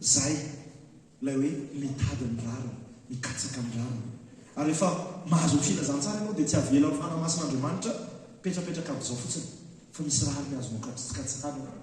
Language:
Malagasy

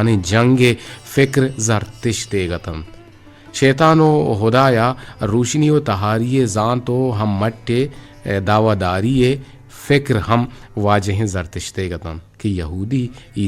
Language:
Eastern Balochi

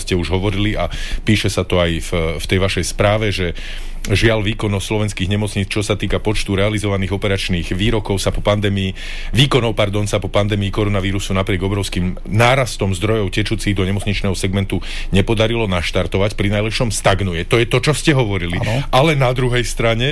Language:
Slovak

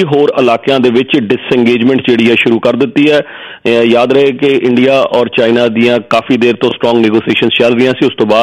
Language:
Punjabi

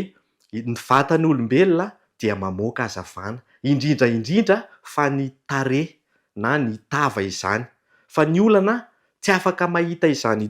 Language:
Malagasy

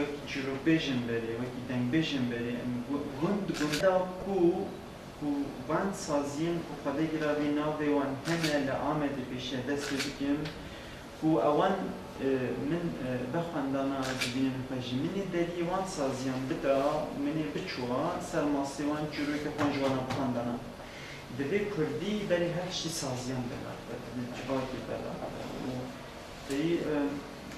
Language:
Kurdish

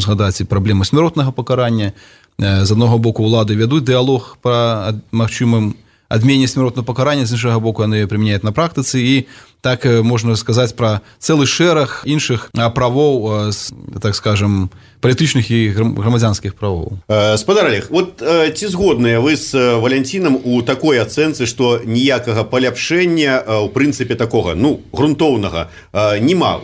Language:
Belarusian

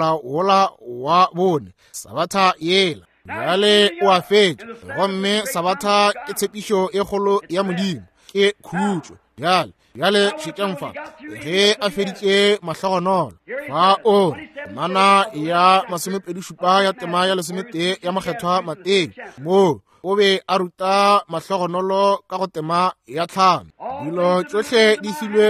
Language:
Northern Sotho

